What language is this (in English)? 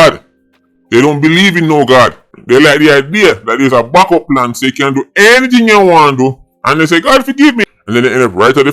Jamaican Creole English